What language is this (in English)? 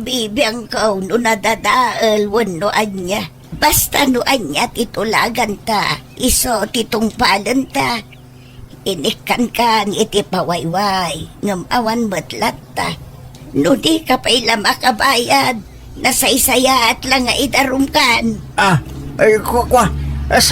Iloko